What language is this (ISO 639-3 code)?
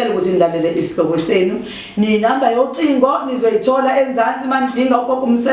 zul